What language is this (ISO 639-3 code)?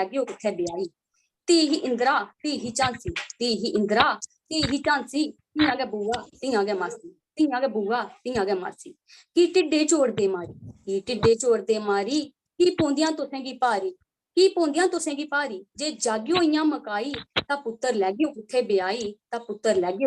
doi